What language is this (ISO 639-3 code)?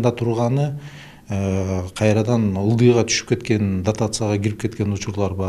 kir